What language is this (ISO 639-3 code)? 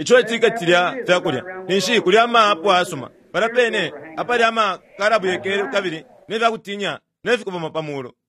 bem